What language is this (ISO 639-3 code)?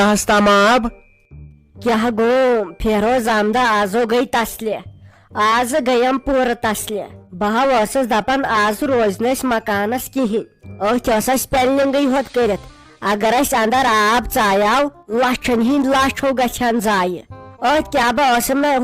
kas